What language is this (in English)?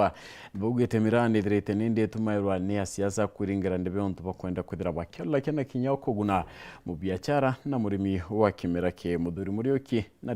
Meru